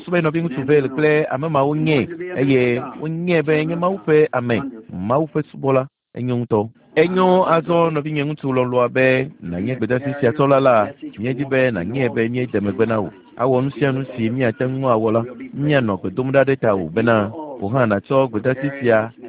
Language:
Ewe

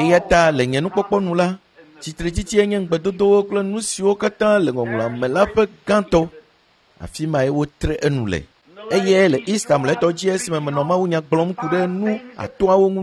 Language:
Ewe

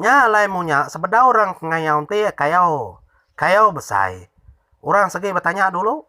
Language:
Iban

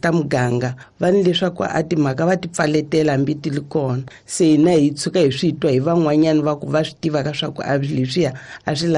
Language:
Tsonga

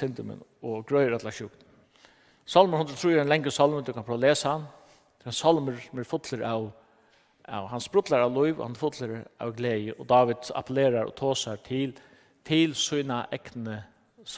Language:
Faroese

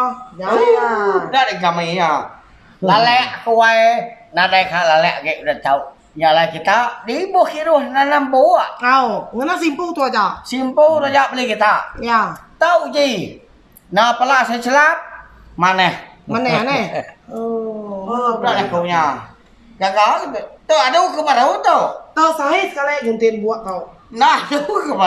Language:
Iban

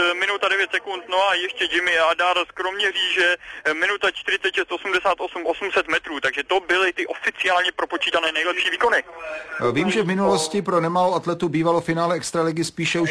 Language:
Czech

